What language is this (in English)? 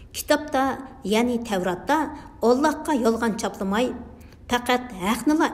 Uyghur